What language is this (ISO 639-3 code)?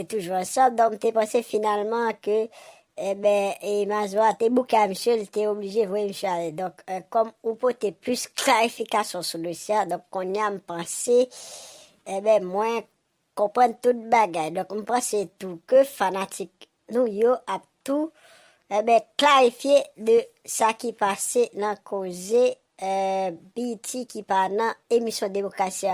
hat